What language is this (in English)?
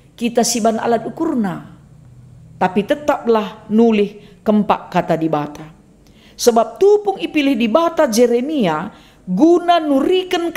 Batak Karo